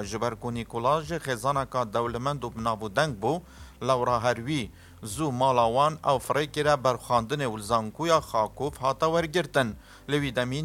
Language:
Kurdish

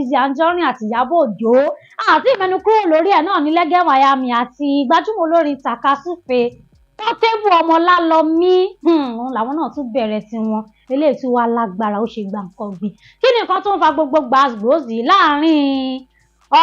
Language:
Yoruba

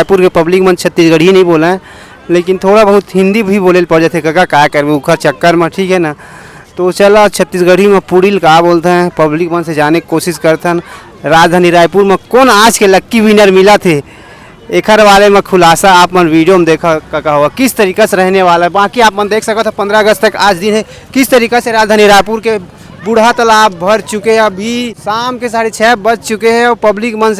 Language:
Chhattisgarhi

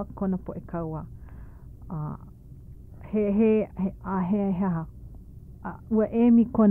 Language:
Hawaiian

